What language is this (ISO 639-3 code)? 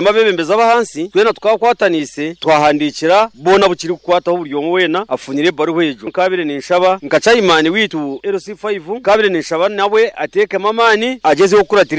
nyo